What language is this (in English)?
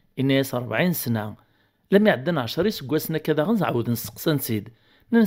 Kabyle